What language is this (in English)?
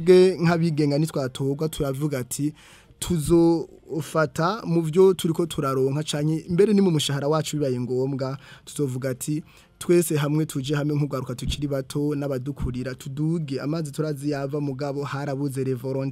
Rundi